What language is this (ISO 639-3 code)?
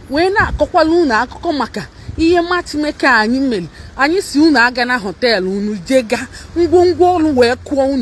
ibo